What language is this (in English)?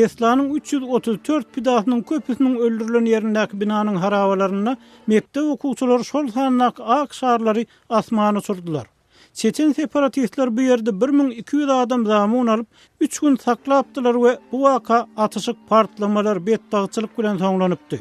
Turkmen